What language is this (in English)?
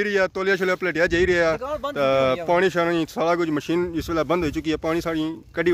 Pahari-Potwari